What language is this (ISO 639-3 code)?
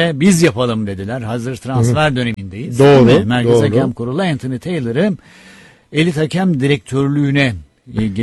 tur